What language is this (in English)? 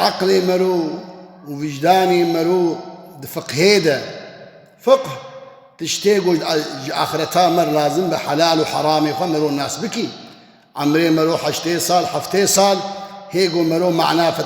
Kurdish